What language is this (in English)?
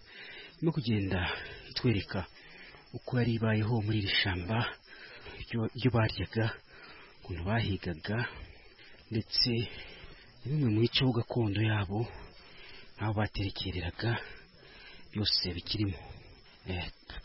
Kinyarwanda